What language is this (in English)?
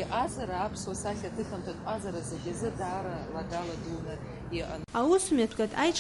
Abkhazian